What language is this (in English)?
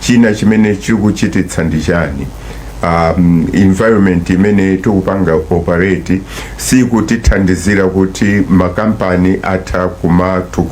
Nyanja